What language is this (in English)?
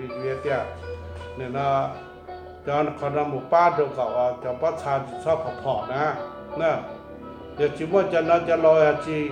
Hmong